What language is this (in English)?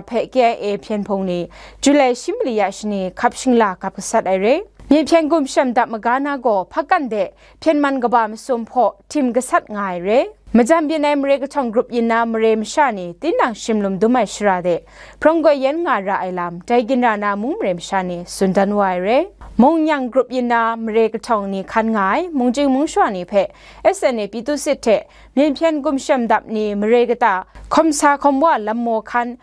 Kachin